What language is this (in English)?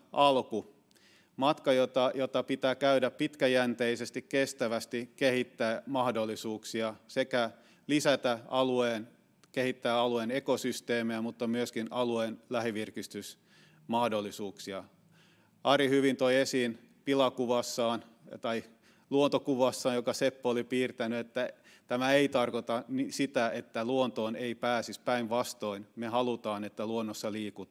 Finnish